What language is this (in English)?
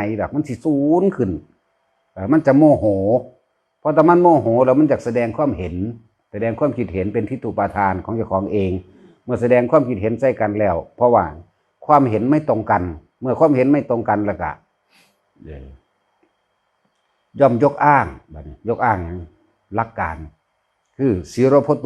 Northeastern Thai